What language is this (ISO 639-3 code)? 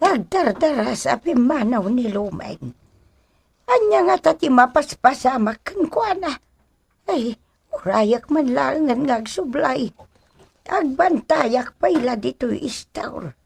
ilo